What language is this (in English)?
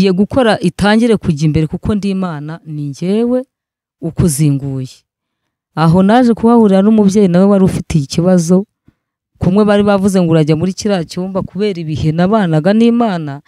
Kinyarwanda